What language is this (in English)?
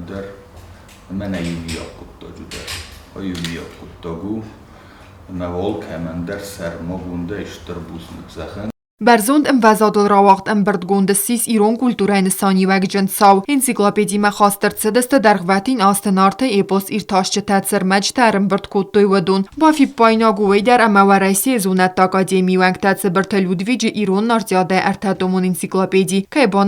Ossetic